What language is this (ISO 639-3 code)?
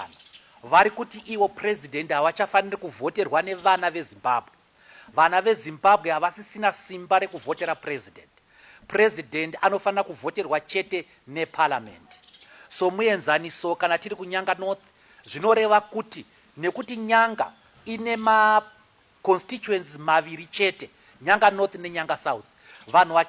sna